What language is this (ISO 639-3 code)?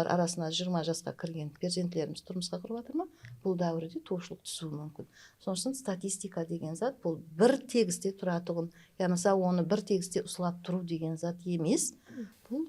kaa